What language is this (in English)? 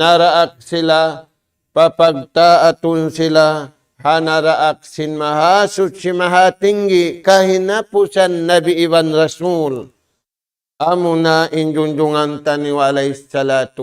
Tausug